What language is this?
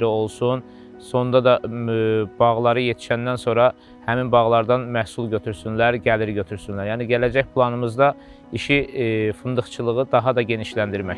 Azerbaijani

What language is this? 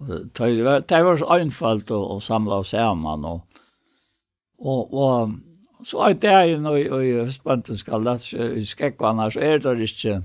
Faroese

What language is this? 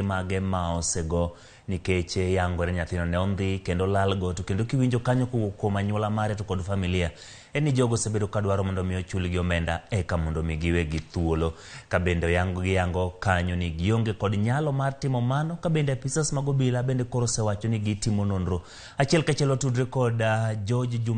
Luo (Kenya and Tanzania)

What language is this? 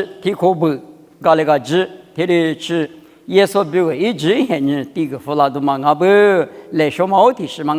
Lisu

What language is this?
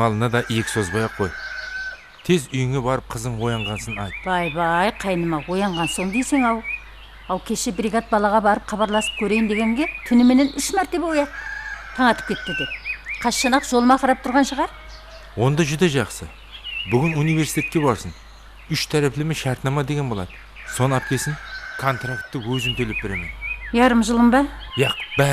Kara-Kalpak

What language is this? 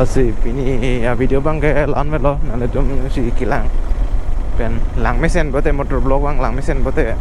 Karbi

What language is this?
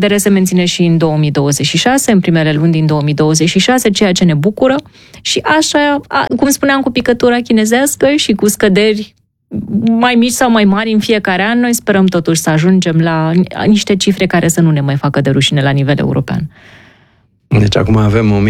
Romanian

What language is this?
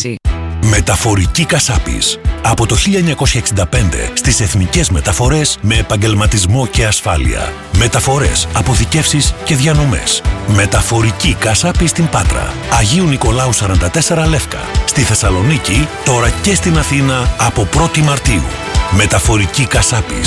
Greek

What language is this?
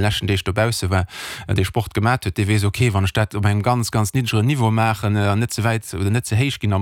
Luxembourgish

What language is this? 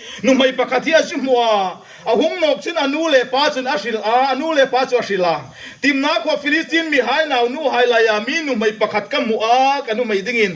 Hmar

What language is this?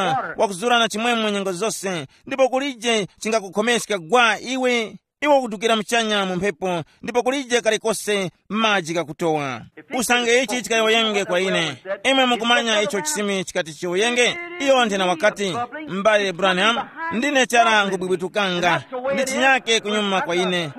Tumbuka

